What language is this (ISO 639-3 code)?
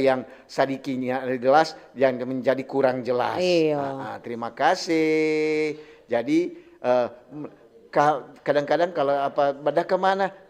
xmm